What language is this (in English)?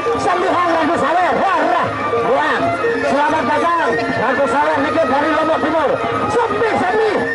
Sasak